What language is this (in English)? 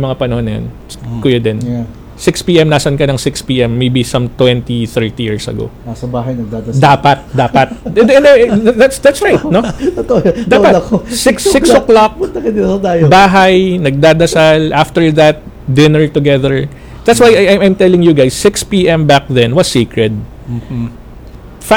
Filipino